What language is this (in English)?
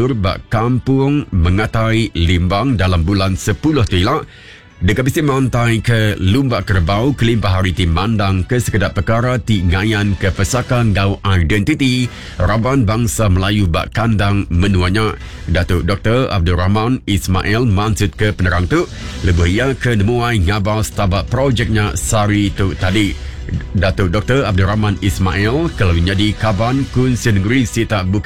Iban